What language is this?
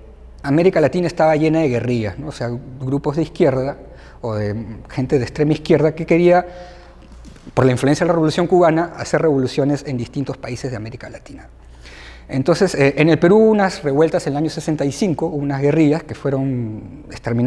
Spanish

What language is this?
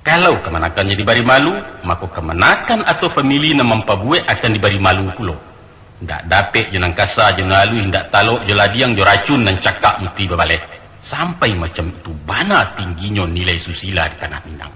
Minangkabau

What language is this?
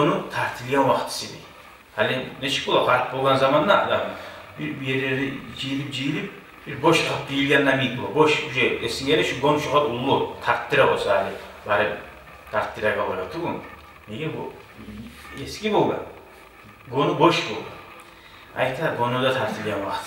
Kumyk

